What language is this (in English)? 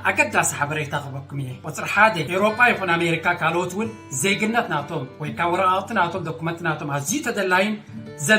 Tigrinya